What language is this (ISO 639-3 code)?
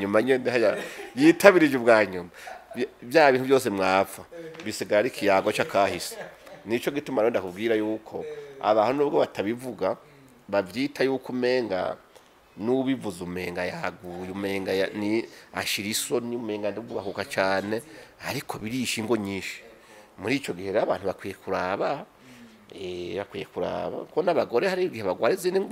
run